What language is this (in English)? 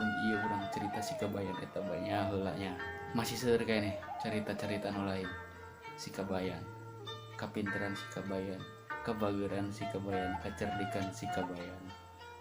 Sundanese